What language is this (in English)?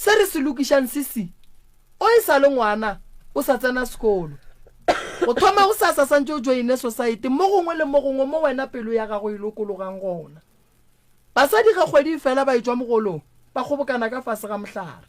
Northern Sotho